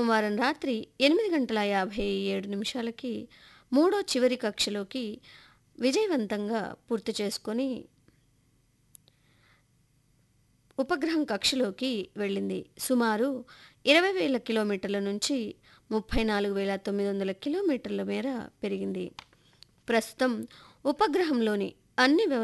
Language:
Telugu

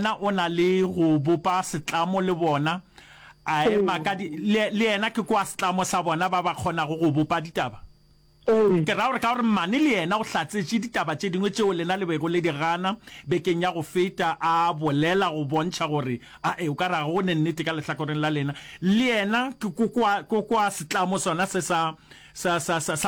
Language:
Northern Sotho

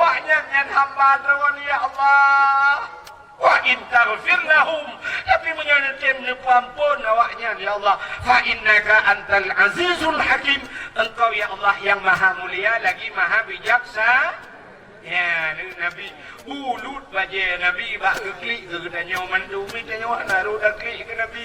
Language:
Achinese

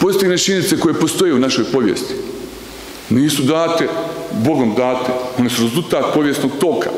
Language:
Bosnian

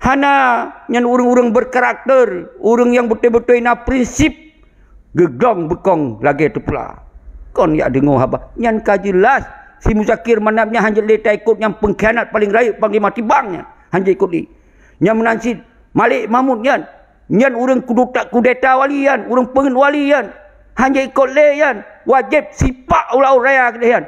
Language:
Achinese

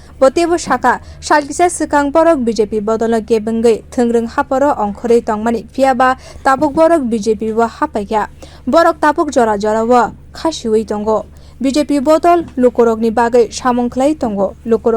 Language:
Kok Borok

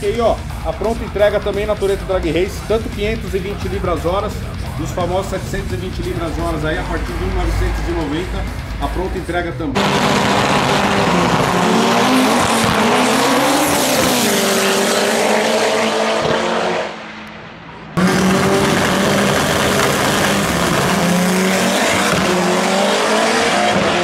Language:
Portuguese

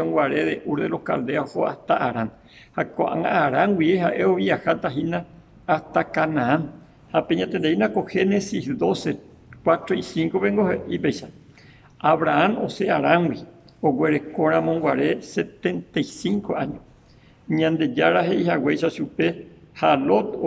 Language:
Guarani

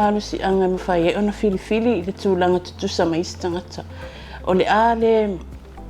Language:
Samoan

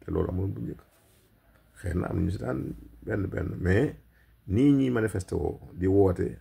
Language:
Wolof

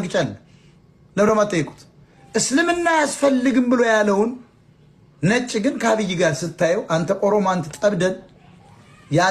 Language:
Amharic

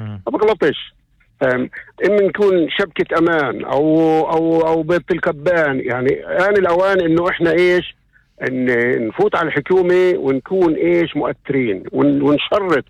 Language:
North Levantine Arabic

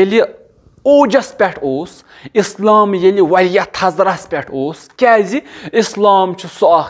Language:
Kashmiri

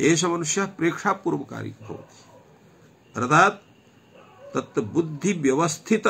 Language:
Sanskrit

